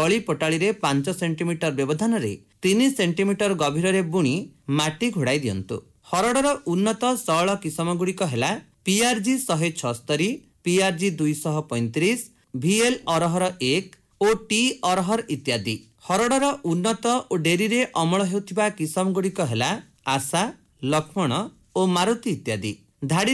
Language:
Odia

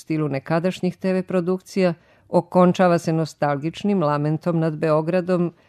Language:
Serbian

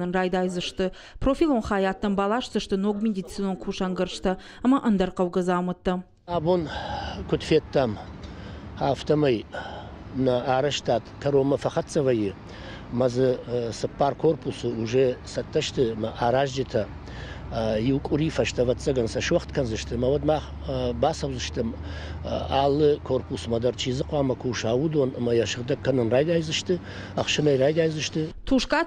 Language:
Ossetic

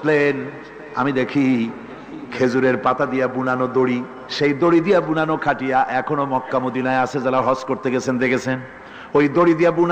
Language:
Bangla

